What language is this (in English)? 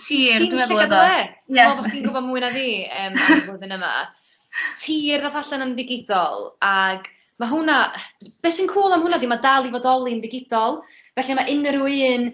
Welsh